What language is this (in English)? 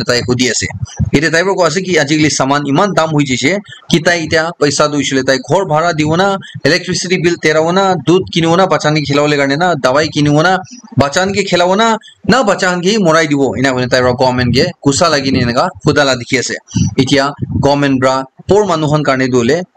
Naga Pidgin